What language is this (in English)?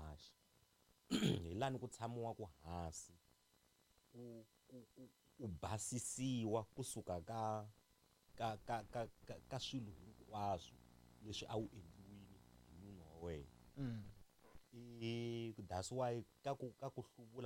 Tsonga